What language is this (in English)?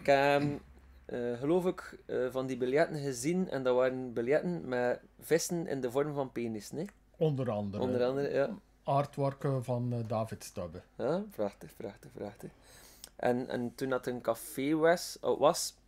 Dutch